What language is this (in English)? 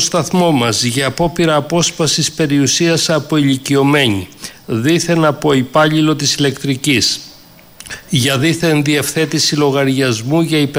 Greek